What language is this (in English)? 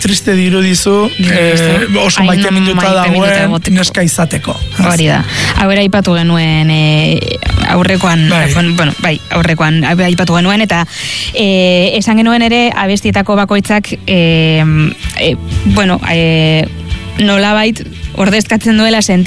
Basque